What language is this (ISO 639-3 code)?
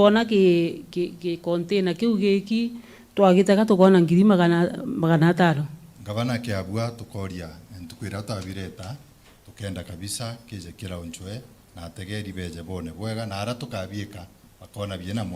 mer